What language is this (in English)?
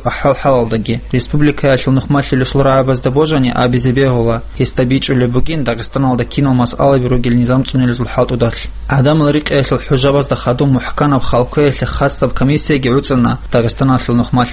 Avaric